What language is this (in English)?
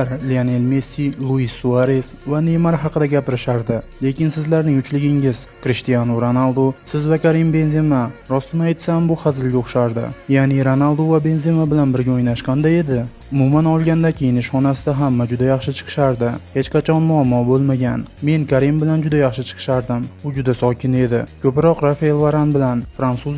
Uzbek